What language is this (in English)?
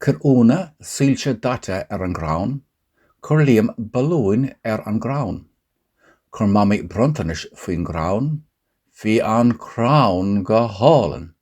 Irish